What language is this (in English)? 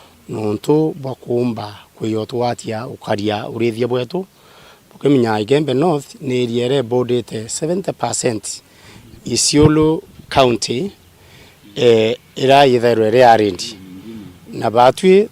Meru